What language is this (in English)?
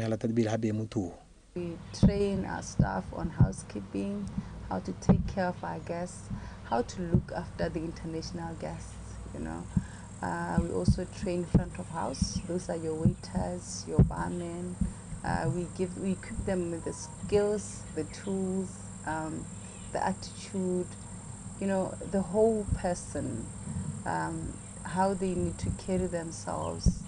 Tswana